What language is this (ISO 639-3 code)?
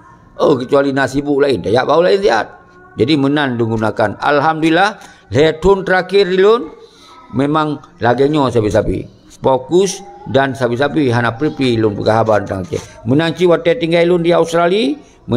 ace